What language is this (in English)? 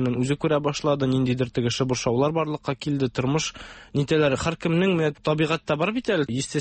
Tatar